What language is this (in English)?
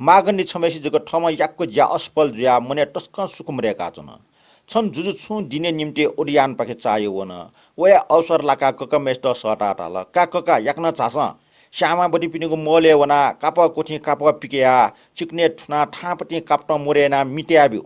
Newari